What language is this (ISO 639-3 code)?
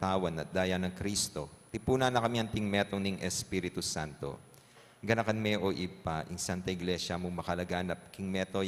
pam